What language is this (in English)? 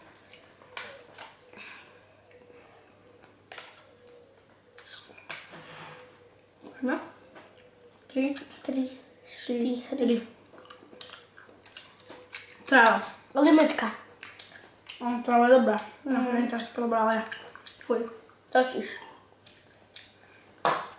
Slovak